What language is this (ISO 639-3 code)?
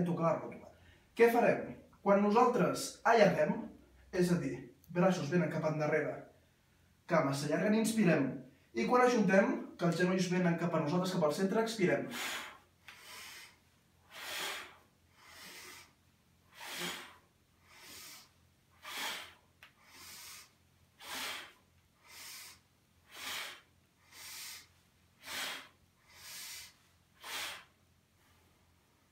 cat